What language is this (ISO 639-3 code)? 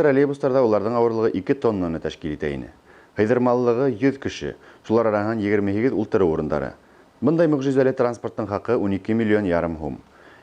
bak